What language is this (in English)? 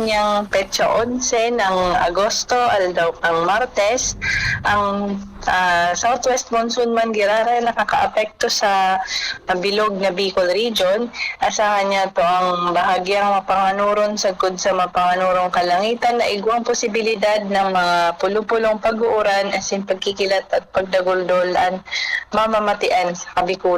Bikol